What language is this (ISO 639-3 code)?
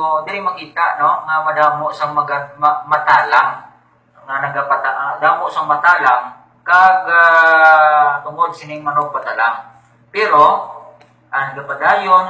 hil